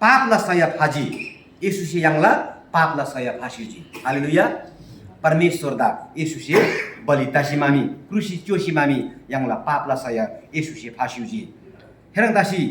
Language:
Eastern Tamang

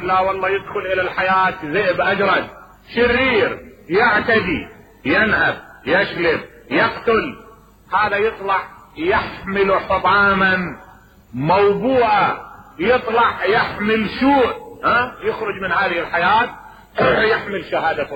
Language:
Mesopotamian Arabic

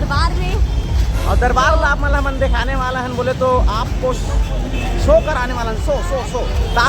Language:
Chhattisgarhi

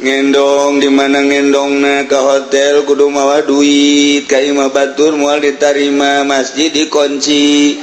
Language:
Sundanese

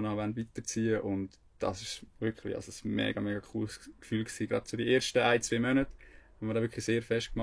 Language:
Swiss German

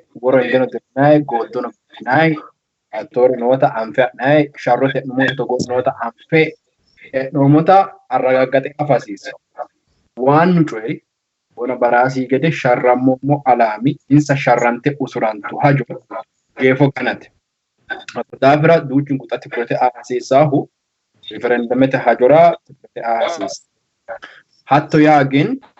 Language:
Sidamo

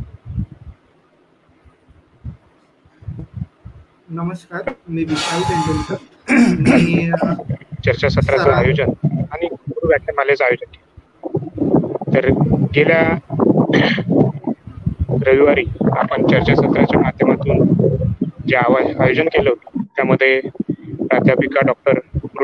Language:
Marathi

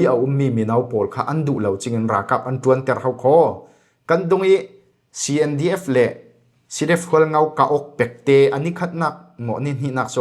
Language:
Falam Chin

